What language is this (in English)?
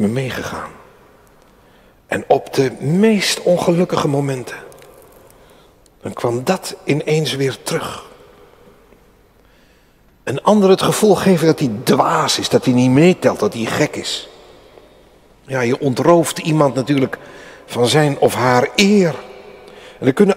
Dutch